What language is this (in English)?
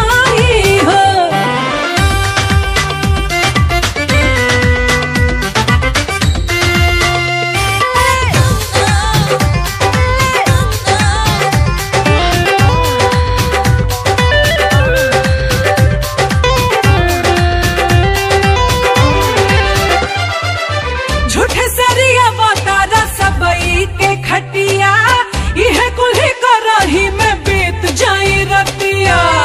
Bhojpuri